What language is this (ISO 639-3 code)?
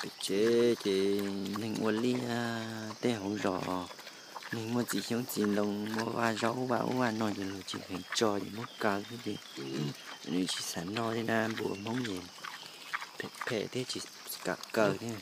hmn